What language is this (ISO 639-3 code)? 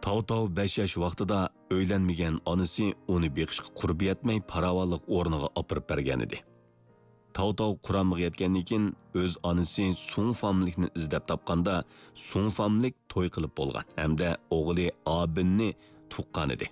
uig